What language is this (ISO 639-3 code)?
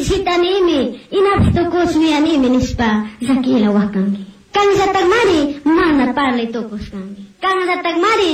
qug